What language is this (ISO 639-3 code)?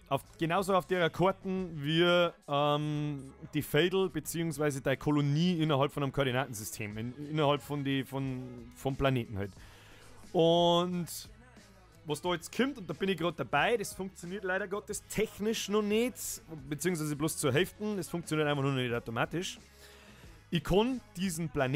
bar